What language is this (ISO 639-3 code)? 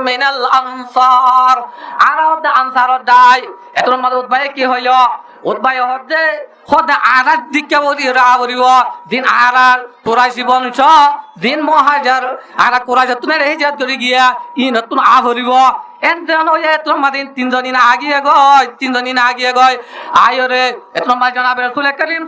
rhg